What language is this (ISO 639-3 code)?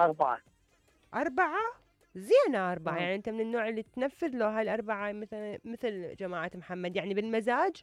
acm